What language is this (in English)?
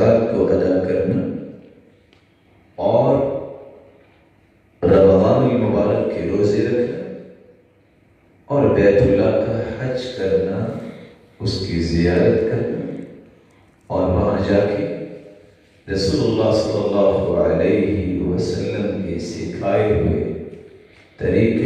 Urdu